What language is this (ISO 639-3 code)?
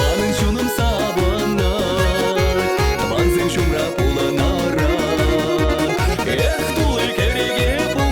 chv